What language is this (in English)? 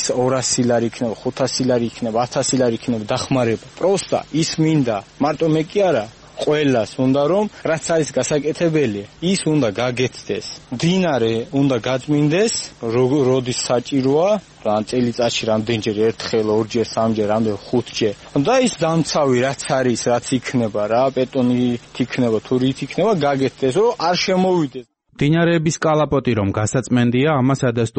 Georgian